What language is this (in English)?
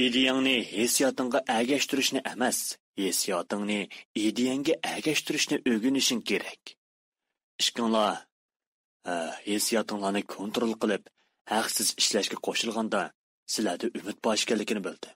Uyghur